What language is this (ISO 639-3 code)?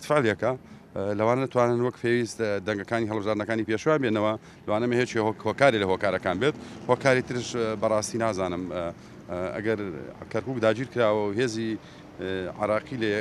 ckb